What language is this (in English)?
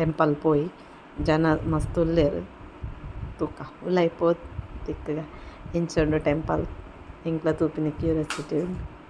Tulu